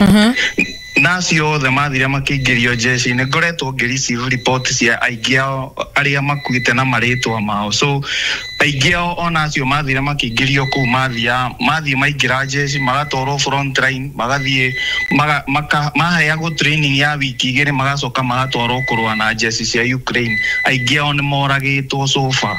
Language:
Kikuyu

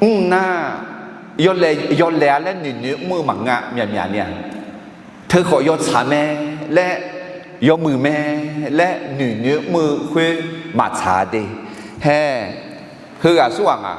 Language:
Akha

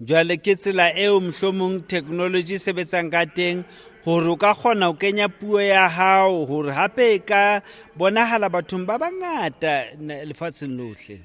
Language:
Southern Sotho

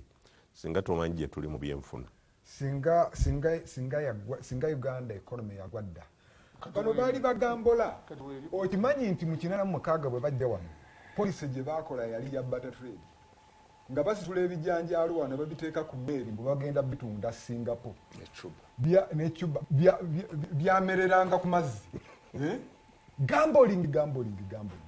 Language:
Ganda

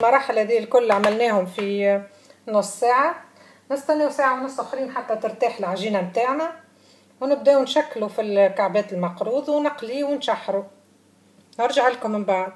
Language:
Tunisian Arabic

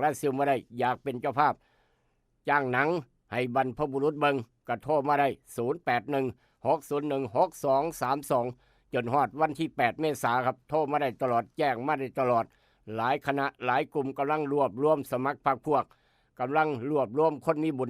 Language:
Northeastern Thai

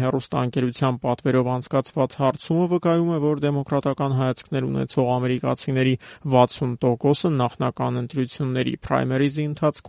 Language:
Armenian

